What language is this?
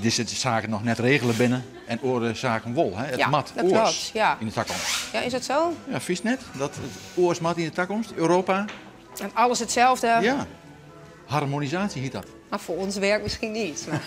Western Frisian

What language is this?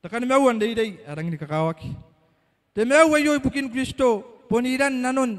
Gilbertese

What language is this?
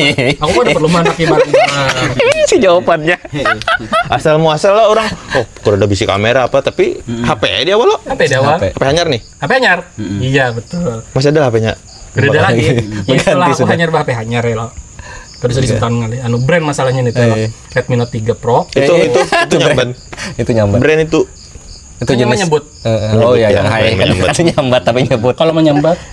Banjar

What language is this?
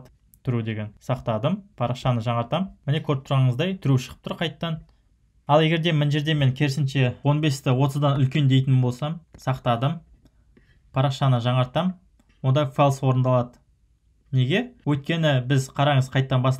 Kazakh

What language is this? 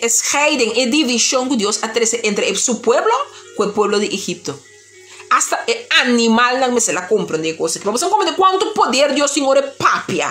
Papiamento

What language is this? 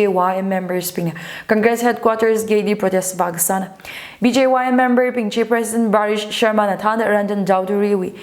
Tangkhul Naga (India)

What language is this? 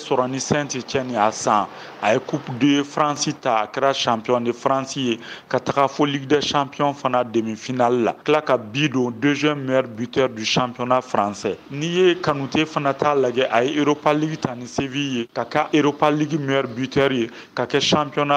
Bambara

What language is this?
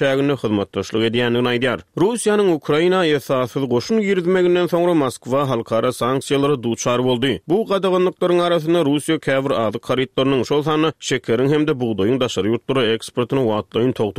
Turkmen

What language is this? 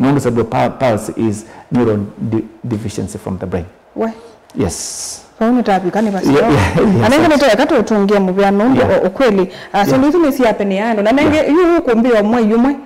Kamba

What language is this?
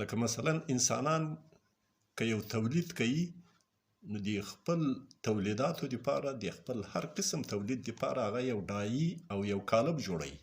Pashto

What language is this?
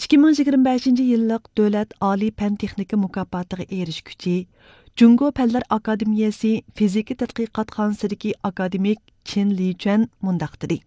Uyghur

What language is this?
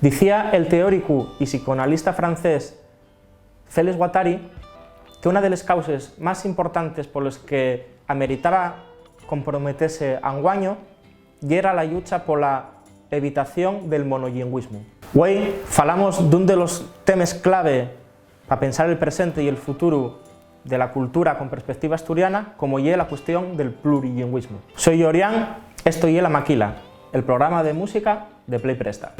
Asturian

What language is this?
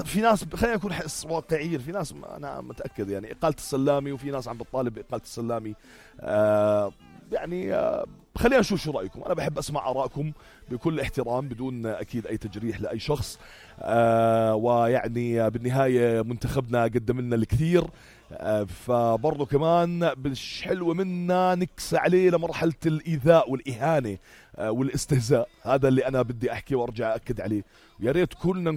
North Levantine Arabic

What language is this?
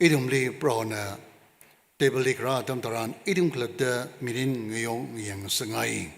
Tangkhul Naga (India)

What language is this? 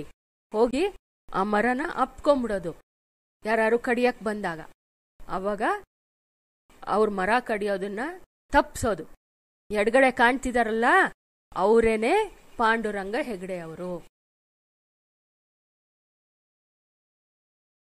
Kannada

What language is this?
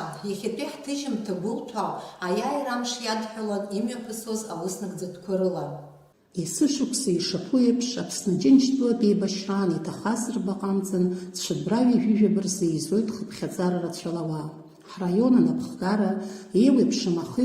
Abkhazian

